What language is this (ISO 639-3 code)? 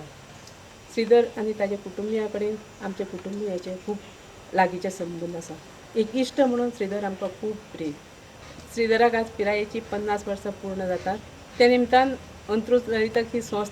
kok